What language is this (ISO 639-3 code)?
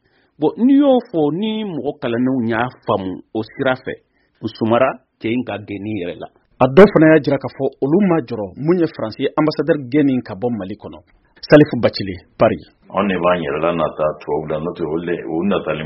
bam